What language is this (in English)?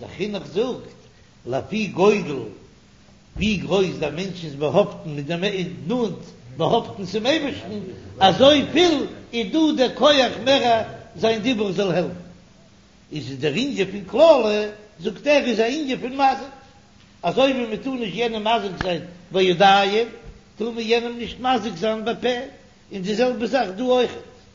Yiddish